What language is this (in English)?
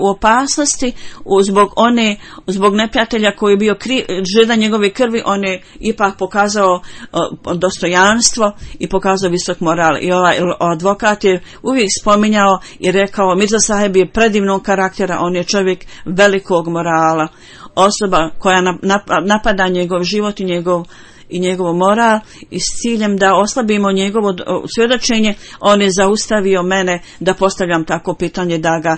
Bosnian